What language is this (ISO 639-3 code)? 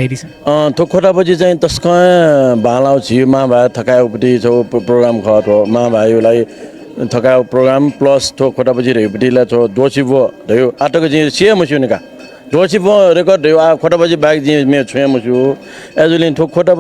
new